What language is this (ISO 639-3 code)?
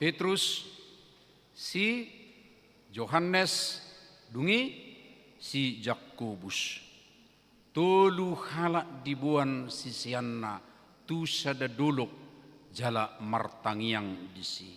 bbc